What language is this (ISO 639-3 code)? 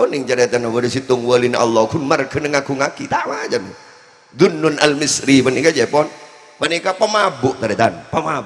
mad